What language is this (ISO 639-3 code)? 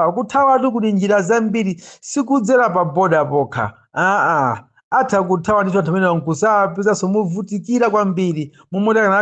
nya